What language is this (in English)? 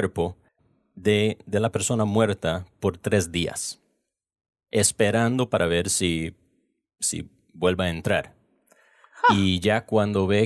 Spanish